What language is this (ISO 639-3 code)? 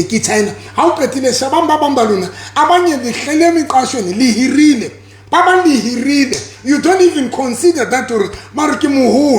sot